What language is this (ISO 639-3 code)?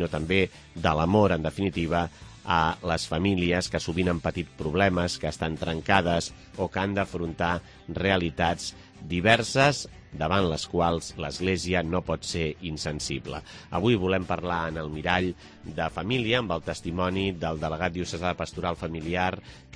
cat